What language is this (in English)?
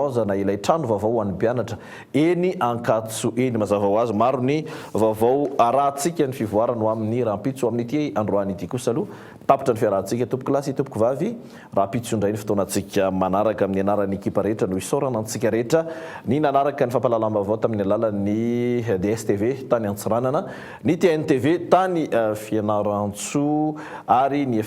Malagasy